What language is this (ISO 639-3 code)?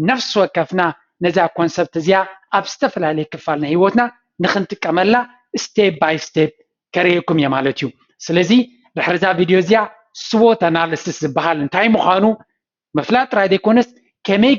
tir